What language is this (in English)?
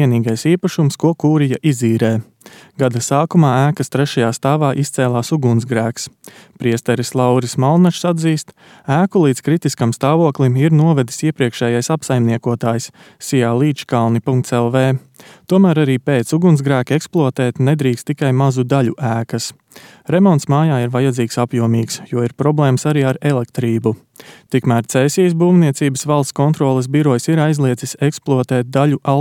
Latvian